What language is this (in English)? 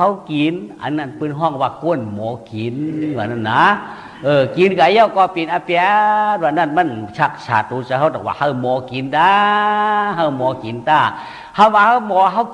Shan